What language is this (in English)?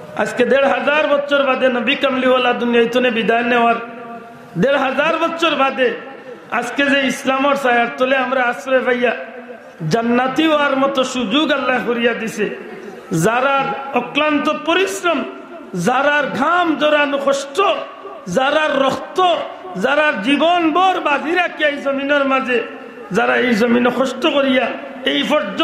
Sylheti